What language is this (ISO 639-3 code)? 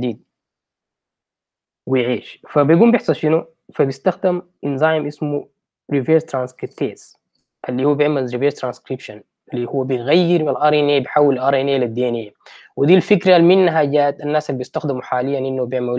apd